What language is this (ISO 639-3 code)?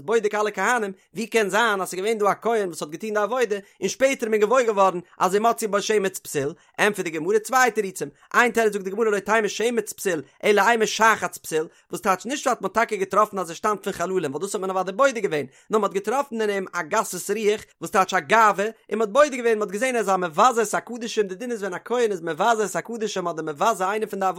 yid